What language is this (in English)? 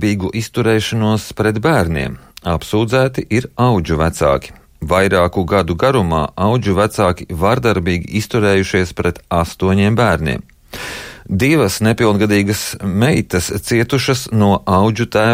Latvian